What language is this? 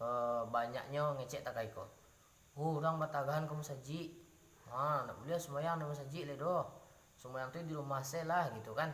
Minangkabau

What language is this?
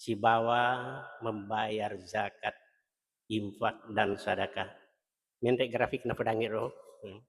Buginese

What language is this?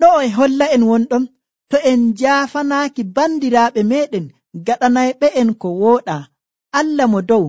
Nigerian Fulfulde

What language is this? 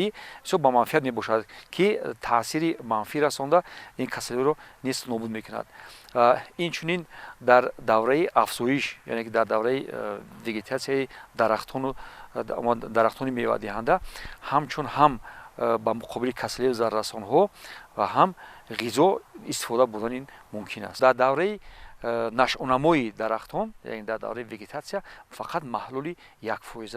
Tajik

